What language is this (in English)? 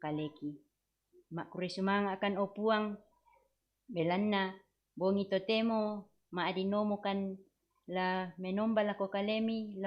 Toraja-Sa'dan